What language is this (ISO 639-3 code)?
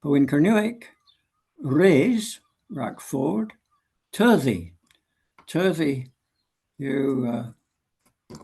cor